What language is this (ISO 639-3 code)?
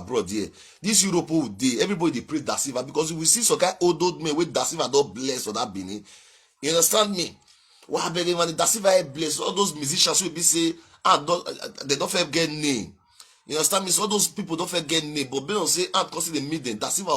pcm